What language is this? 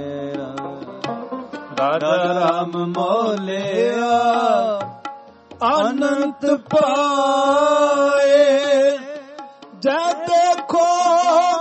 Punjabi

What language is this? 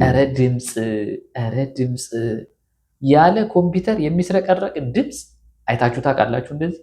Amharic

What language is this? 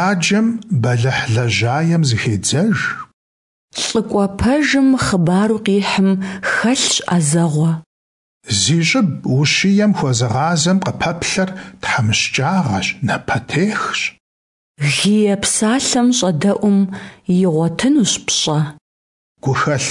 Kabardian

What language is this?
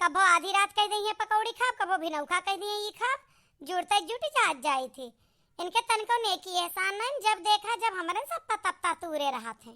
Awadhi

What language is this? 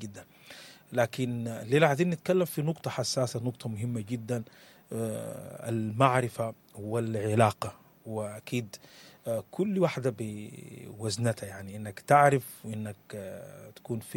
Sudanese Arabic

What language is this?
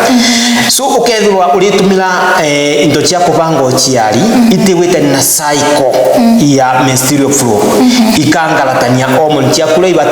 Meru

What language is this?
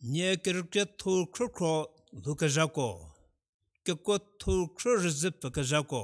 Angami Naga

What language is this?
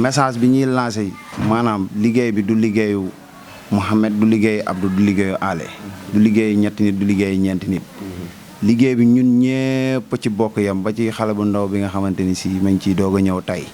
Wolof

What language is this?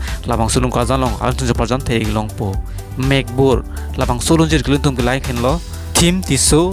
Karbi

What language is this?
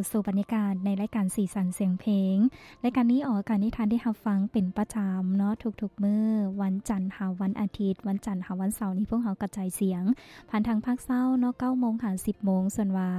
Lao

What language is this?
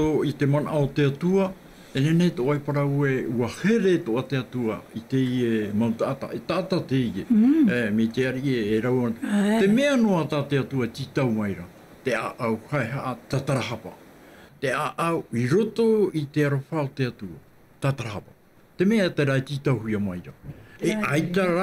Tahitian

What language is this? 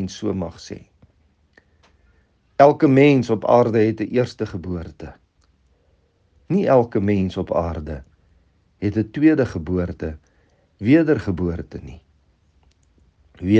Afrikaans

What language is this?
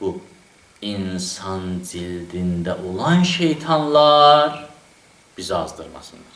Azerbaijani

